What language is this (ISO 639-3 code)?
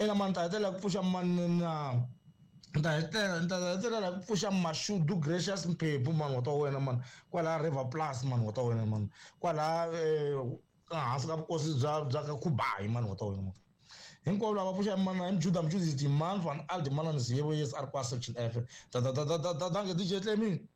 tso